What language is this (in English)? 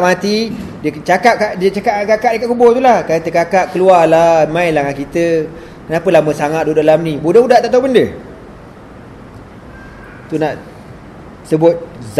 Malay